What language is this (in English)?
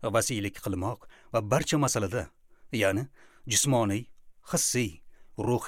Uzbek